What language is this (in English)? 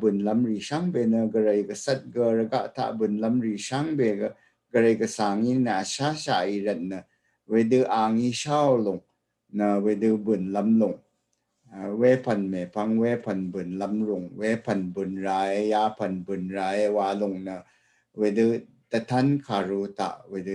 Rawang